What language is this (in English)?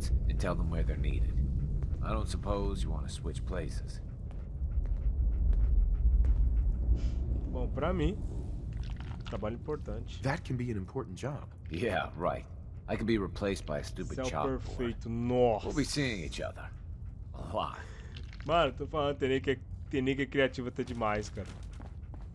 Portuguese